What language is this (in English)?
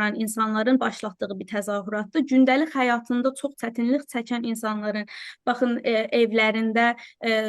South Azerbaijani